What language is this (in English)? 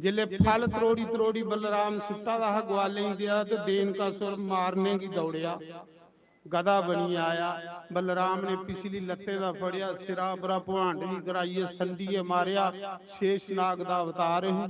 Dogri